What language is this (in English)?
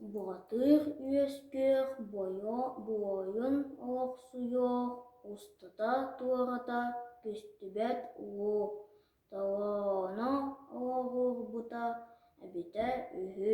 Yakut